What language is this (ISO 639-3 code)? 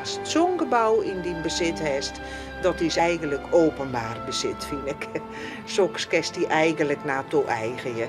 fry